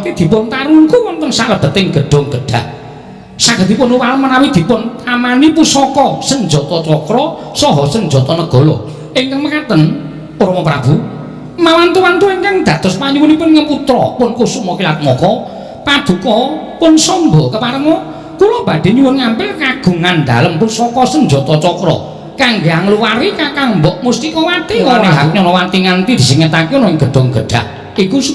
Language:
Javanese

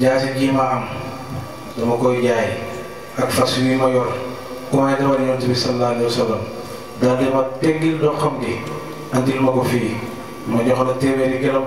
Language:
Wolof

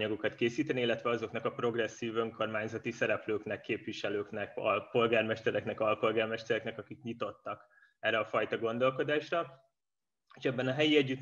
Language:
Hungarian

